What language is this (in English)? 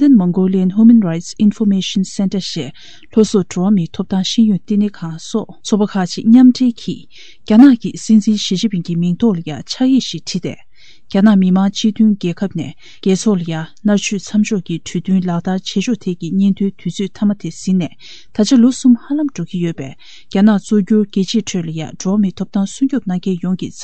Tibetan